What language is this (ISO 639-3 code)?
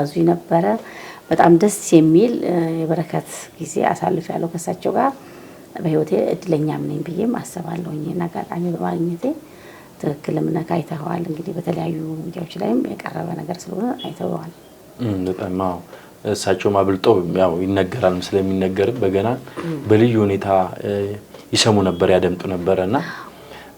amh